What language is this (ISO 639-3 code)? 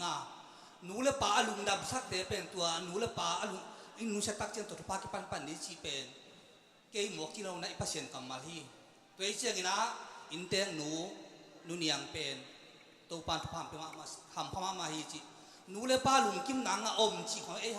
ctd